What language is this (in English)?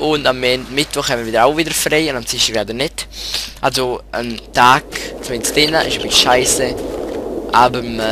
Swiss German